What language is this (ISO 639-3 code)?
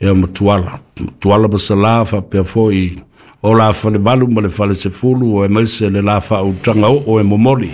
smo